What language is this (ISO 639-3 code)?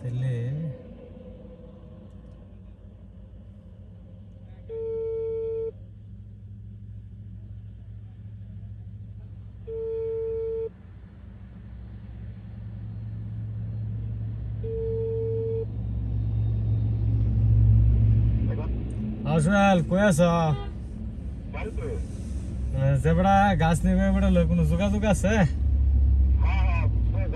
ben